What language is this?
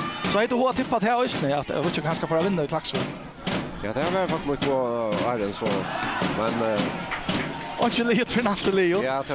Faroese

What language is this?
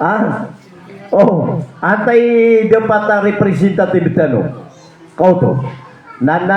Maranao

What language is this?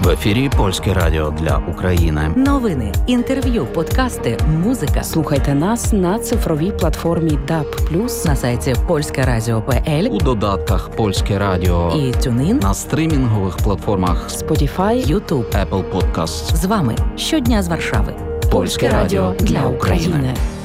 Ukrainian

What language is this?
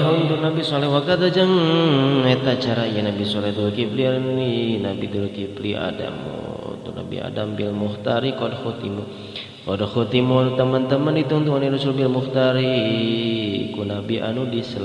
Sundanese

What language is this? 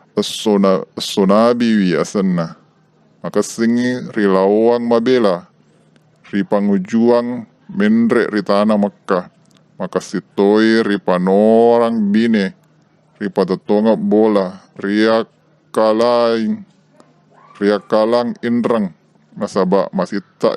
Buginese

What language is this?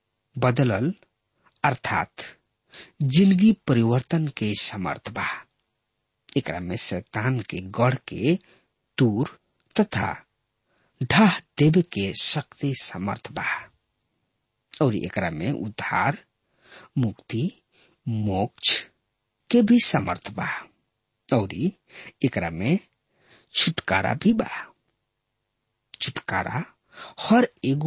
Bhojpuri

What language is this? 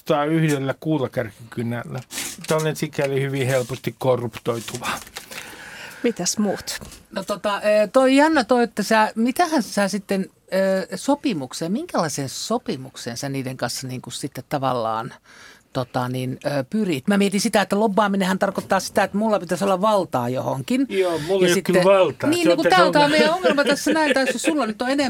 Finnish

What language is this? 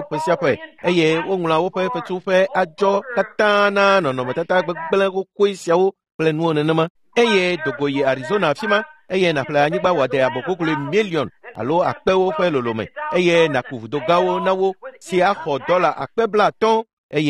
Ewe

